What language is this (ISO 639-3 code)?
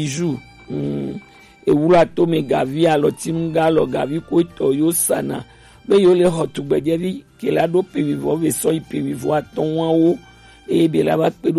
gej